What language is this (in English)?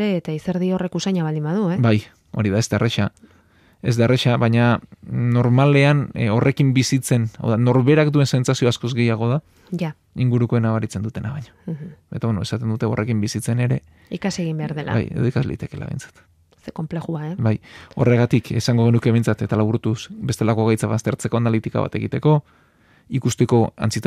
Basque